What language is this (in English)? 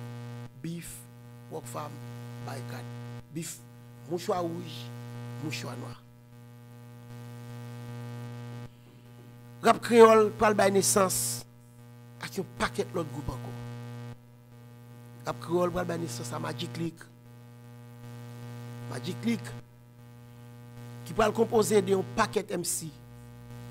Haitian Creole